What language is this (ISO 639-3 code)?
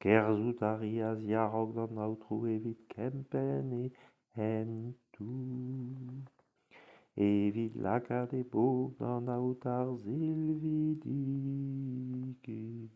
bre